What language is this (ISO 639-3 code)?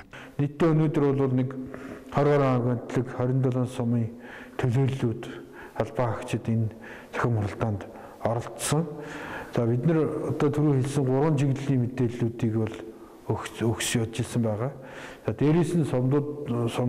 mon